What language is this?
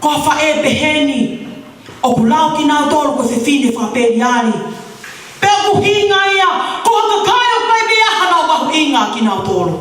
Tongan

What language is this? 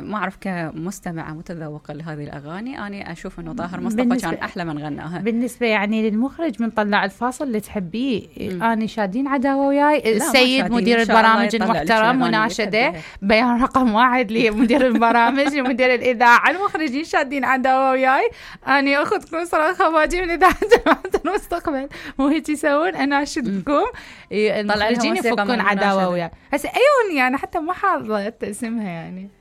Mesopotamian Arabic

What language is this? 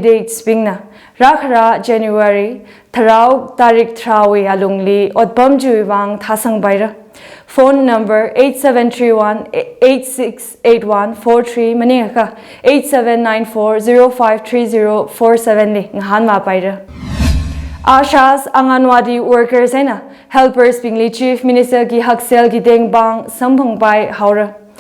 Tangkhul Naga (India)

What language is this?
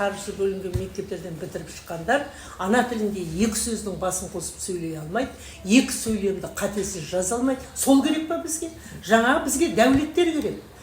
Kazakh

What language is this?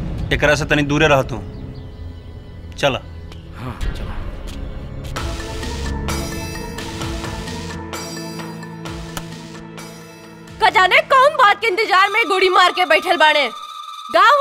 Bhojpuri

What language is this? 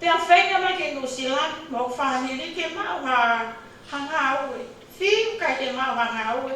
Tongan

